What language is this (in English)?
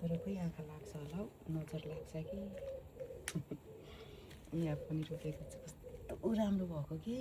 Nepali